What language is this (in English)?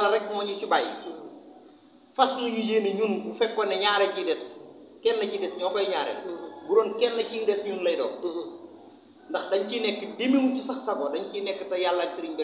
Wolof